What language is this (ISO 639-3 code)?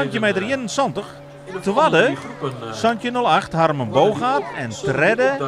fry